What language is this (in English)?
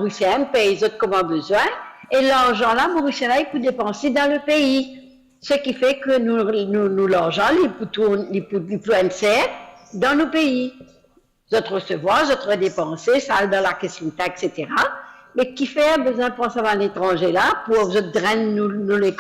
Morisyen